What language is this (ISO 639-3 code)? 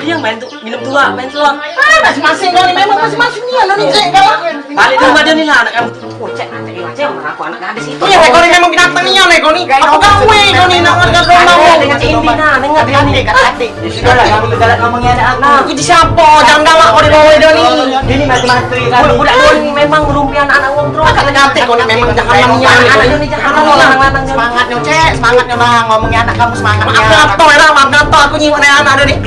mui